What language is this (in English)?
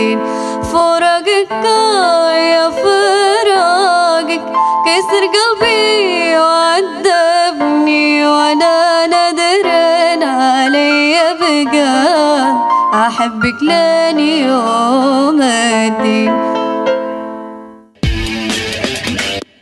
Moroccan Arabic